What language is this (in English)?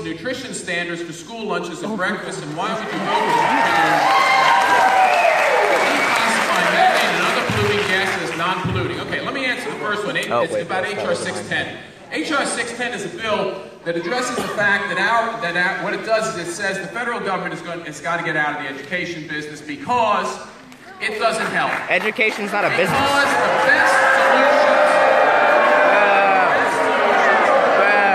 English